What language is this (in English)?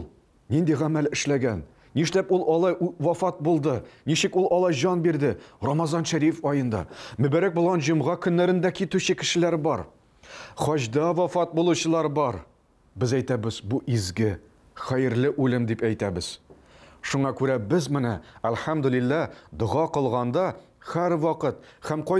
Tatar